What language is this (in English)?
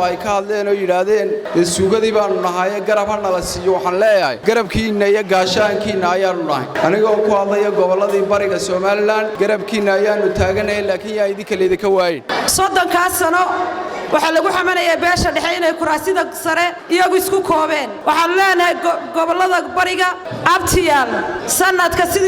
Somali